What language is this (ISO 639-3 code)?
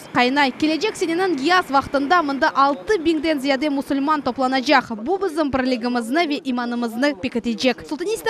crh